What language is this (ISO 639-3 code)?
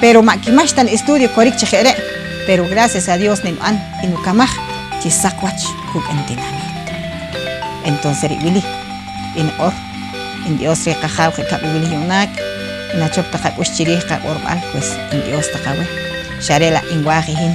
poh